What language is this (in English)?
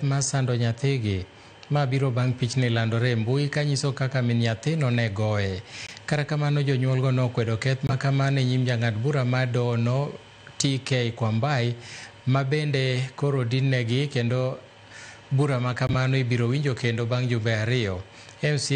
Luo (Kenya and Tanzania)